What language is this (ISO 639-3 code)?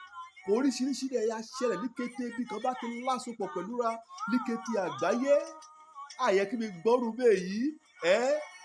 yor